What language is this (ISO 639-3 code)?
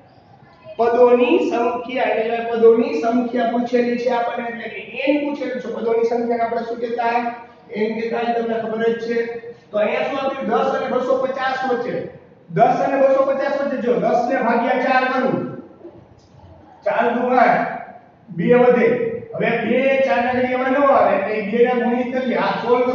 guj